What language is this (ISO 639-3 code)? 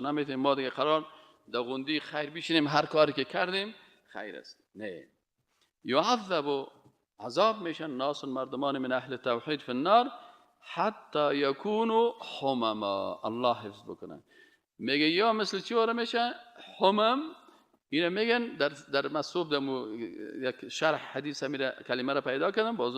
fas